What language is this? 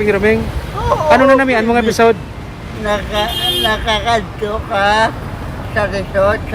Hiligaynon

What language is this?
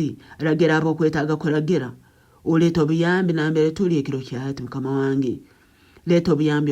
Nyankole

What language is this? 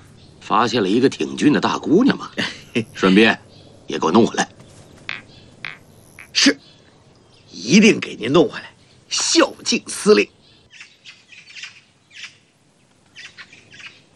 Chinese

